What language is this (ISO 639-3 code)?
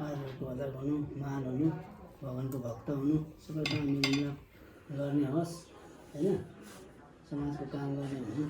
nep